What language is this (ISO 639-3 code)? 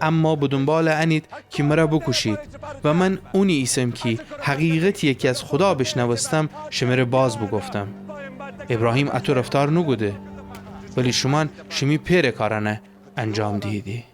glk